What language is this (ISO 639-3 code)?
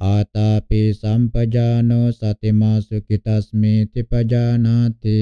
pli